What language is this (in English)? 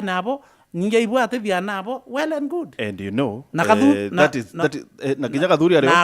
Meru